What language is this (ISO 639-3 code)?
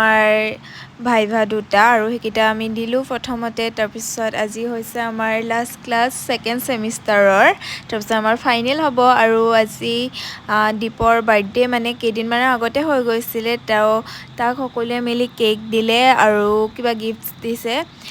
asm